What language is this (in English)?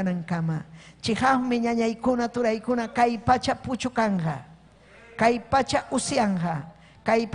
Ayacucho Quechua